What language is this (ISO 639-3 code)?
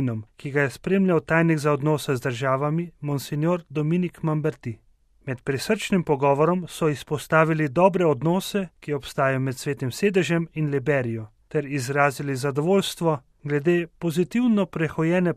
slv